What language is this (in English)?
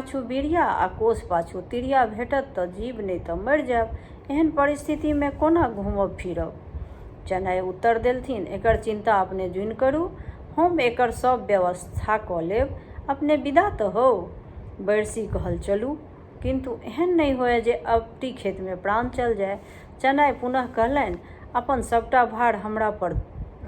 Maithili